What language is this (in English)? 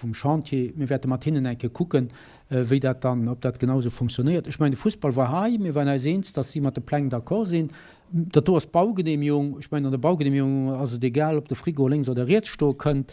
Luxembourgish